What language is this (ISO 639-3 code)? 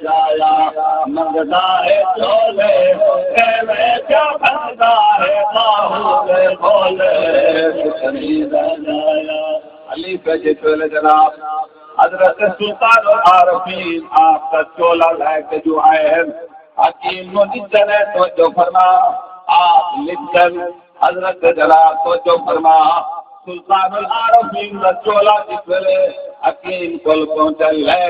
skr